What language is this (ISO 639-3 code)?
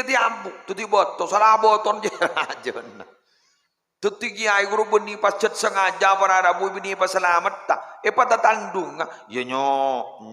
mad